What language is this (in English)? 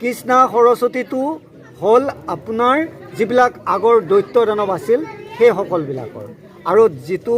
Assamese